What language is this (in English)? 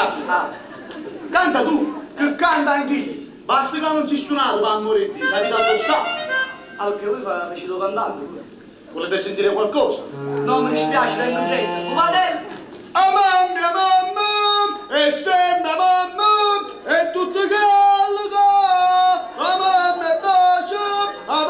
Neapolitan